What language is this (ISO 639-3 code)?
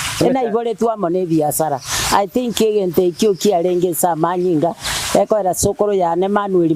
guz